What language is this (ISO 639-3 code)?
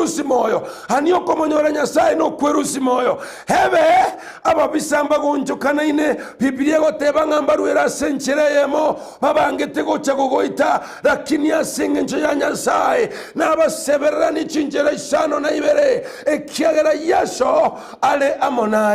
guz